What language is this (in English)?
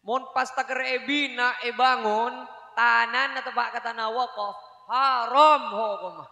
Madurese